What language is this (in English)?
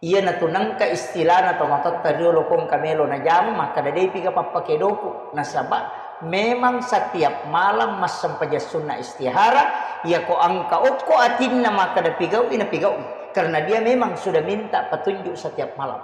Buginese